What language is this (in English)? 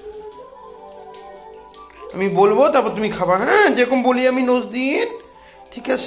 Bangla